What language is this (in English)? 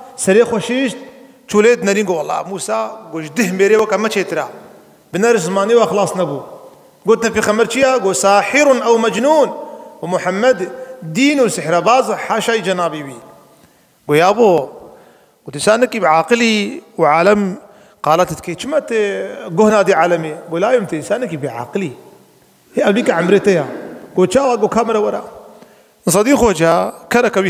Kurdish